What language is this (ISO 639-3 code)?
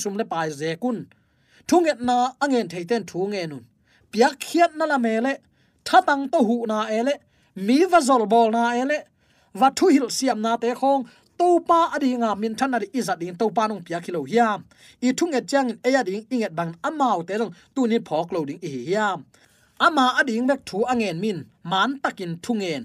ctd